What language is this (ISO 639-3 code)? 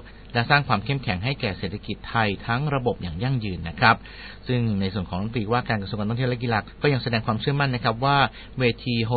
tha